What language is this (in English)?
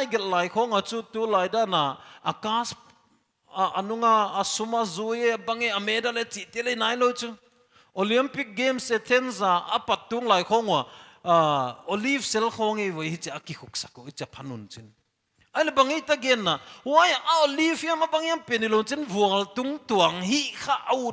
Paite Chin